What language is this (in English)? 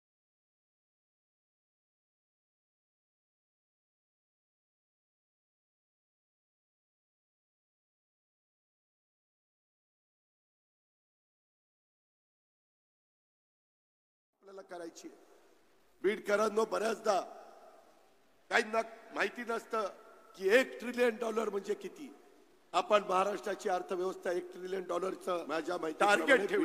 Marathi